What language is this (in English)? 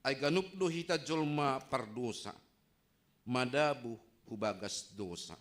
Batak Simalungun